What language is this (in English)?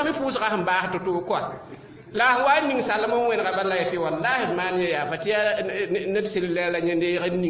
Mossi